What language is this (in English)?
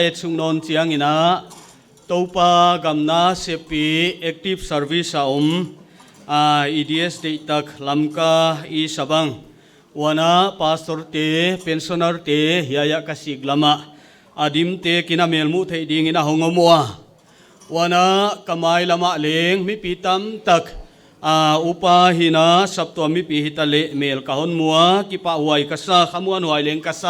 Paite Chin